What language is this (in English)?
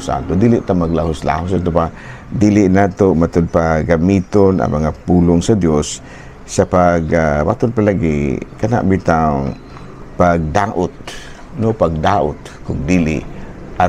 Cebuano